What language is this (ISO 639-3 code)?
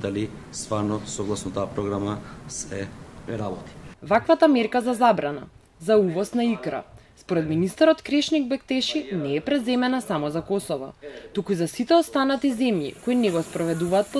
mkd